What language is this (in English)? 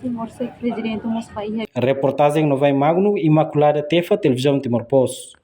Tetum